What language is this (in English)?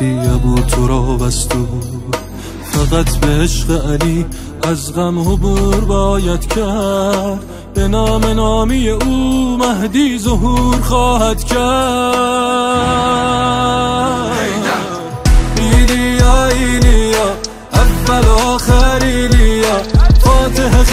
Persian